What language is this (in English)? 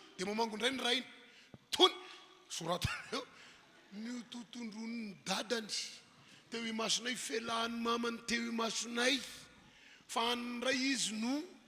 Malagasy